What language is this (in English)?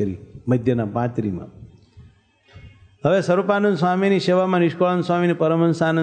Gujarati